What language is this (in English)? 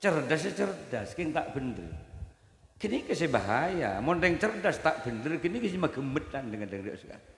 Madurese